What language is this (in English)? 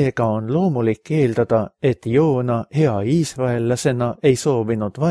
Estonian